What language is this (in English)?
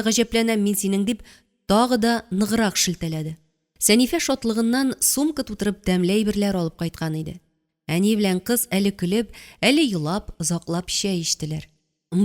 Tatar